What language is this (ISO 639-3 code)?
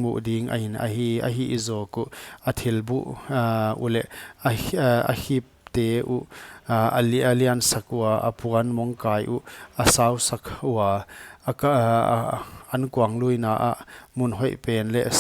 pck